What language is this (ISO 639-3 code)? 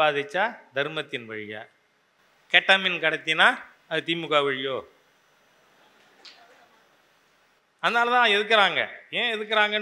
tam